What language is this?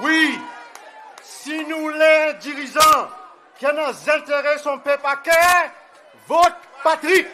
Seselwa Creole French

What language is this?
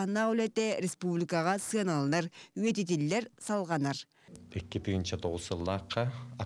Yakut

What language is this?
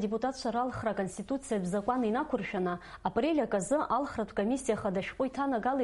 Abkhazian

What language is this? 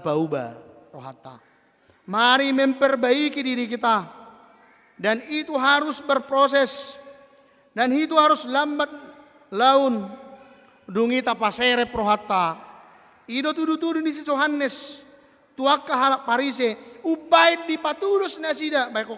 Batak Toba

